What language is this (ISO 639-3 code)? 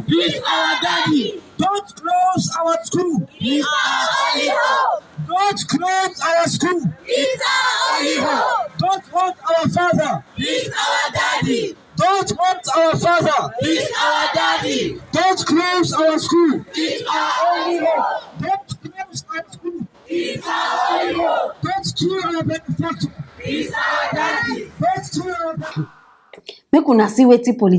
pcm